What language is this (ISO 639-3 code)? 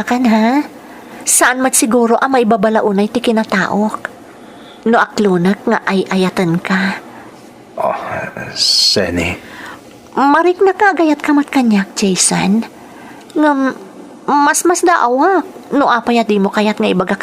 ilo